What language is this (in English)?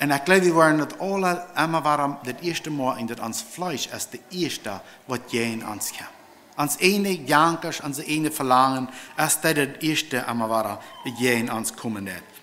Plautdietsch